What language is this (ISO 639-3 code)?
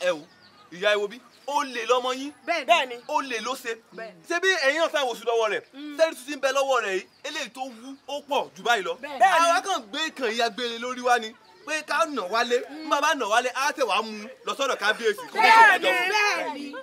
yor